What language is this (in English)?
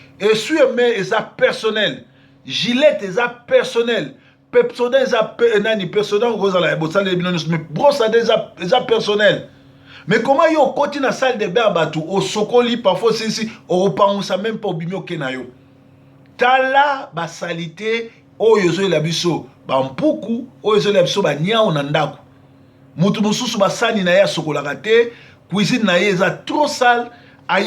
Lingala